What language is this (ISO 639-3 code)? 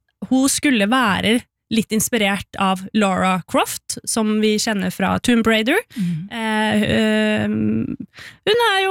nor